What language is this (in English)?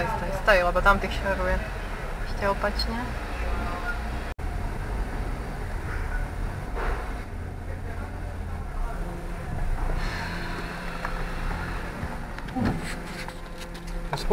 Slovak